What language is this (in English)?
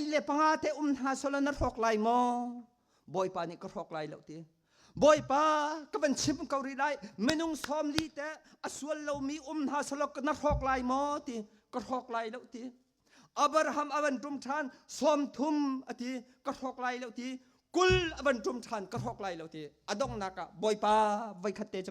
Hakha Chin